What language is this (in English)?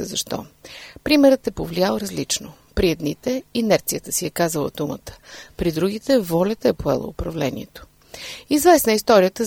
Bulgarian